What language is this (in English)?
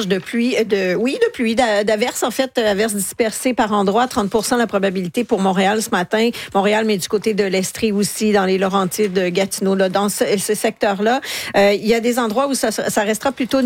French